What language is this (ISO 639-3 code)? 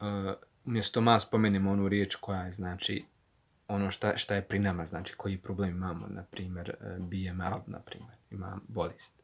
bos